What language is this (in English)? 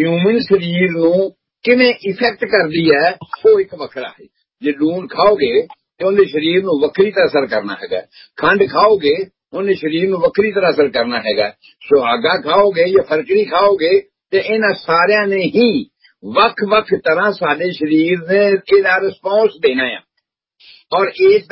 Punjabi